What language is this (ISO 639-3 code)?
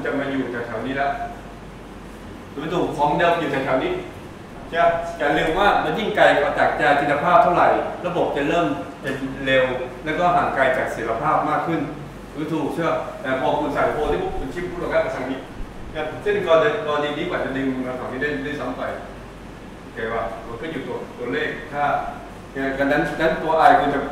tha